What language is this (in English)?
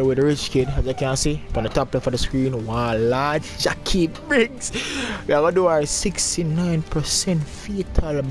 Jamaican Creole English